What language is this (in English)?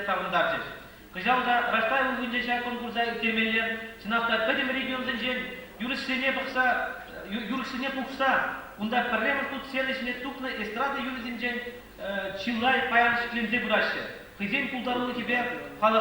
Chuvash